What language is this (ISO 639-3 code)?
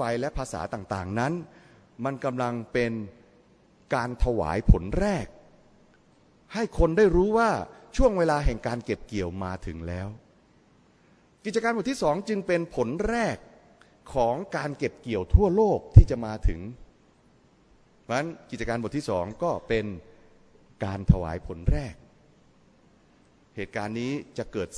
tha